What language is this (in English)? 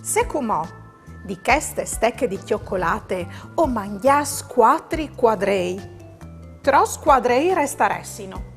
Friulian